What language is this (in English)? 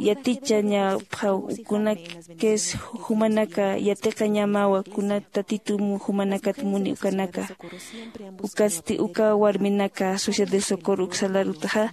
Aymara